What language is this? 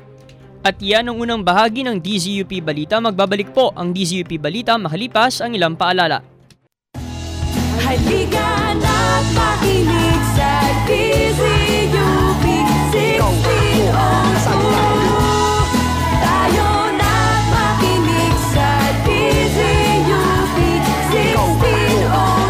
Filipino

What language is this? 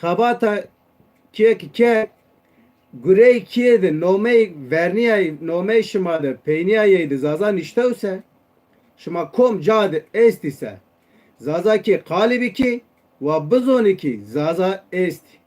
Zaza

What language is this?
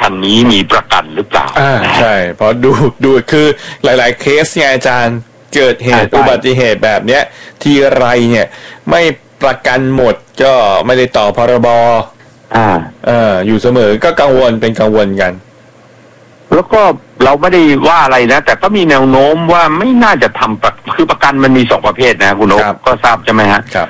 Thai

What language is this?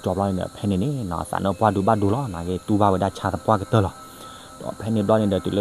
S'gaw Karen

